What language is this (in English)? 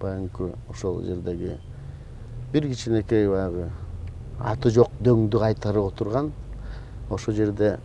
Kyrgyz